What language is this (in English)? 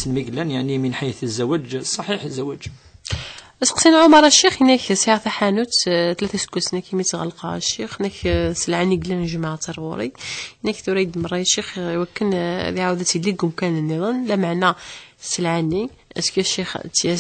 Kabyle